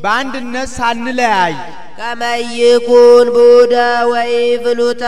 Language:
Amharic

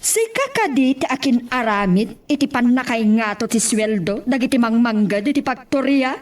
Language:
Iloko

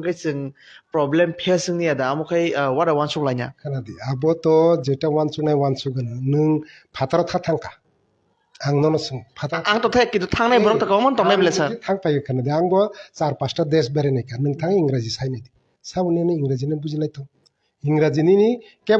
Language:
Kok Borok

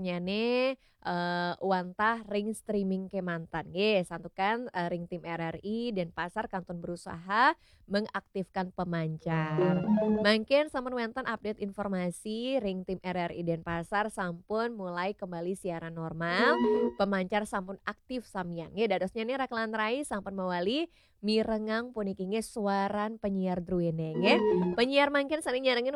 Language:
Balinese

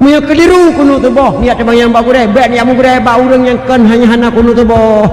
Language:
Achinese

